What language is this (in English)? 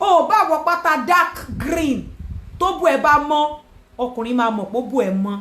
Yoruba